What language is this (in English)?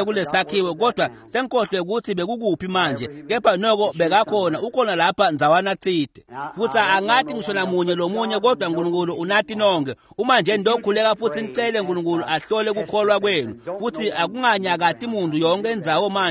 Swati